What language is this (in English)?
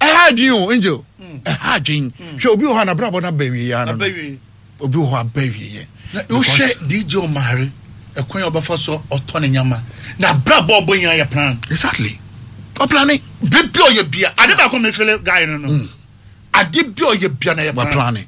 Akan